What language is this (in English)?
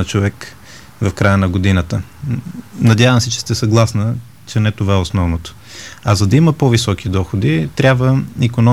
Bulgarian